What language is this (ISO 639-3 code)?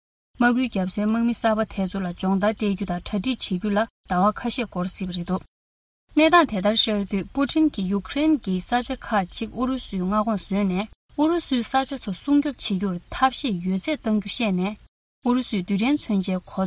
bod